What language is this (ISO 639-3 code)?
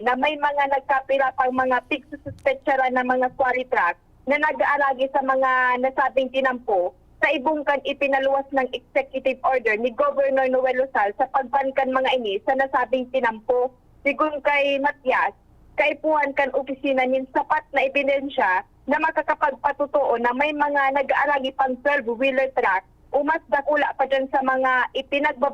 bik